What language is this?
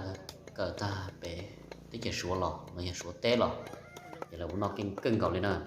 Hmong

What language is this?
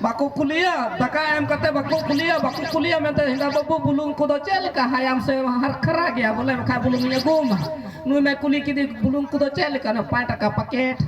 Santali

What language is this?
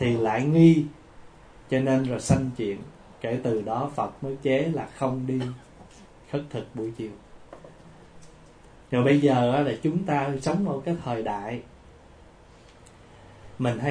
Vietnamese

